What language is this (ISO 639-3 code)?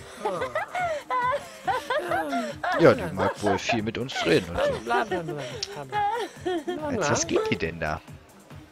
deu